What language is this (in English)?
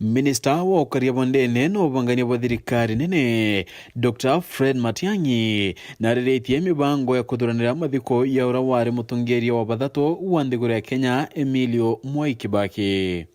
Meru